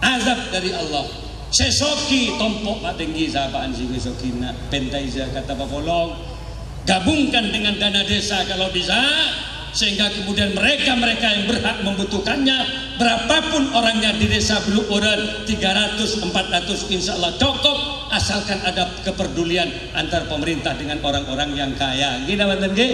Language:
Madurese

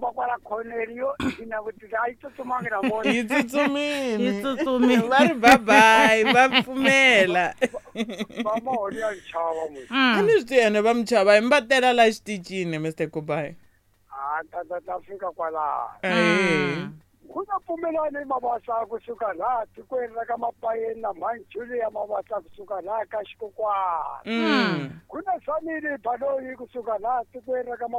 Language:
Tsonga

